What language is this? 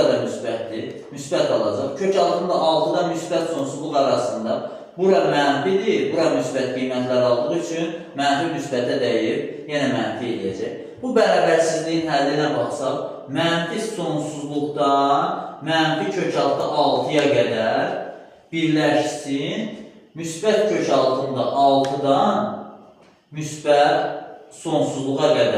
Azerbaijani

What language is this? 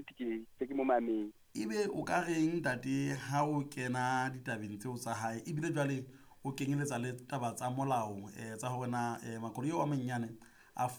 Southern Sotho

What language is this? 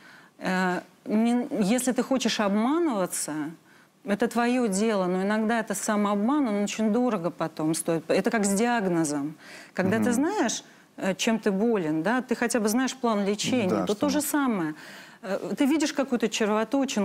Russian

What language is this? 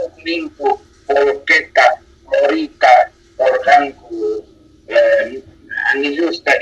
South Bolivian Quechua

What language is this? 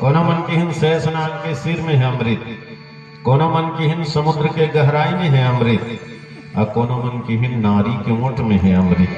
Chhattisgarhi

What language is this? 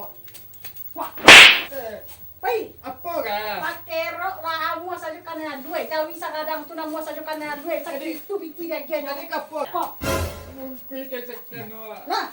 Minangkabau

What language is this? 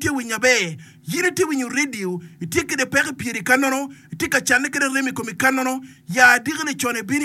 Acoli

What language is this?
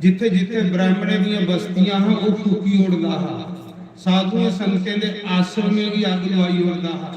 Dogri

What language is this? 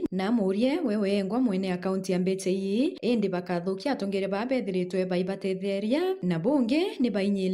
Meru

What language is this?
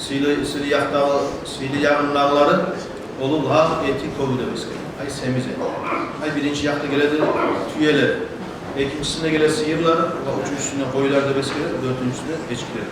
Kumyk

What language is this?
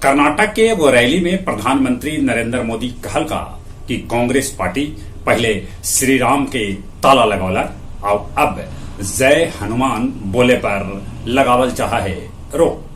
Magahi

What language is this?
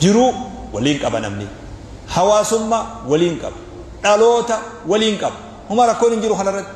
Oromo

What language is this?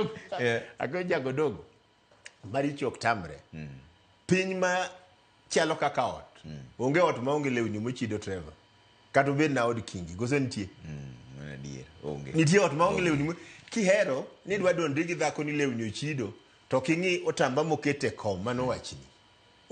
Luo (Kenya and Tanzania)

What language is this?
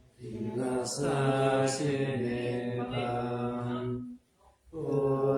Pali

